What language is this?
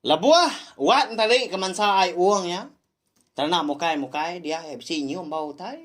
Iban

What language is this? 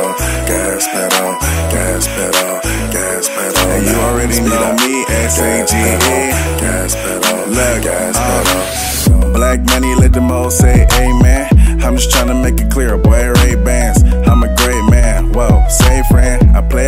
English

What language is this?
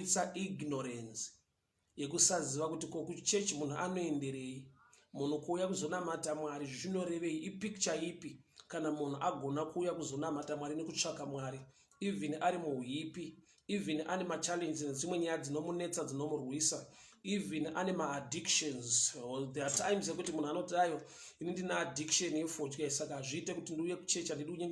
Shona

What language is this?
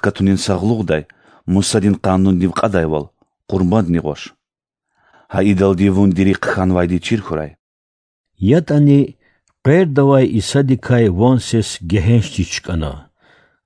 Lezghian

